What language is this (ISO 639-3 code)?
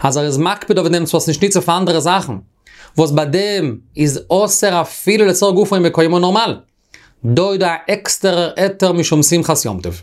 yid